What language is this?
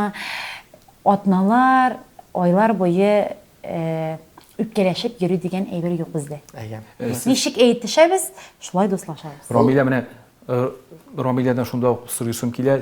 Tatar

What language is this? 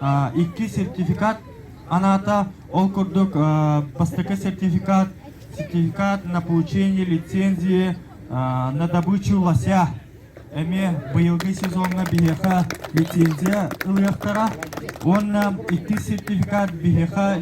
Yakut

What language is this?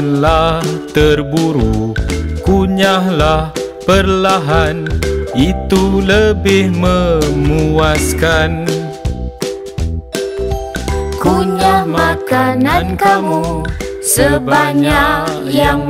Malay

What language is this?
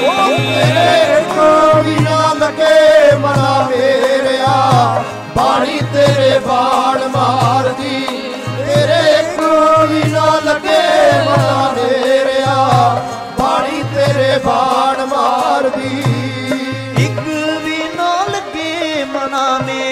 Punjabi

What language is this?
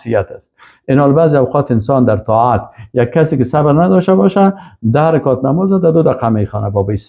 Persian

